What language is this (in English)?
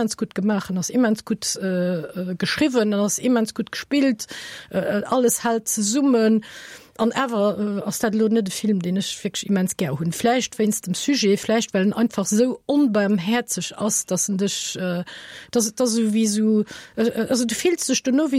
Luxembourgish